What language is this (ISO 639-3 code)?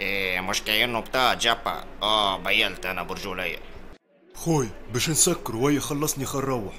aeb